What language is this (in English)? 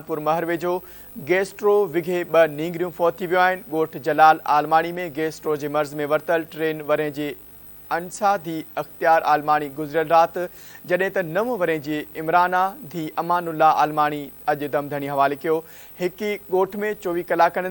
Sindhi